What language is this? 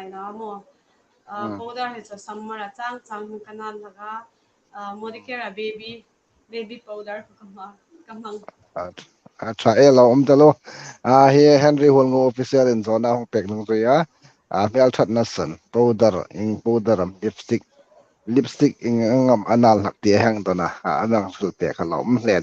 Hmar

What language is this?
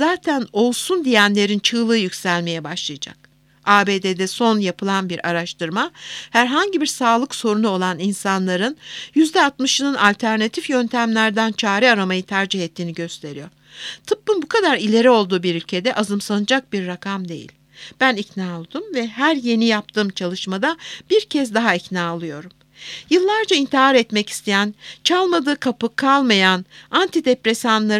Turkish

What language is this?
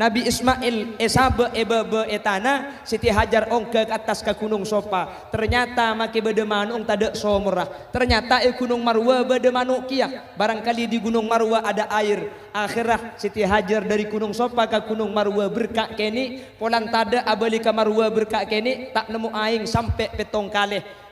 Madurese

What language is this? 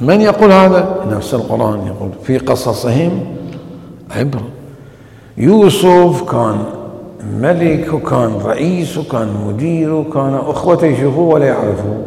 Mesopotamian Arabic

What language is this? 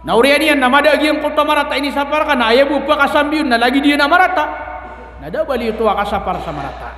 Maranao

